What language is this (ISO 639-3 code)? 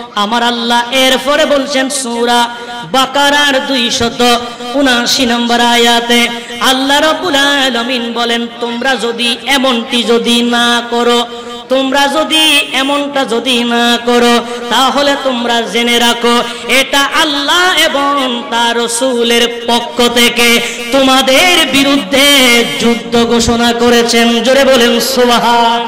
ben